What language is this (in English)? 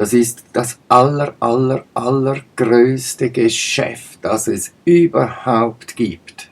Swiss German